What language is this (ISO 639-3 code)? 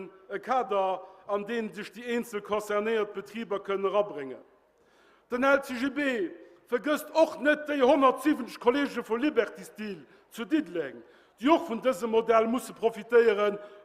ltz